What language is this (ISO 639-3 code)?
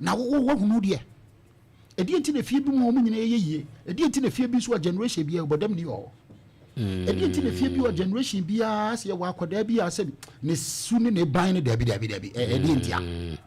aka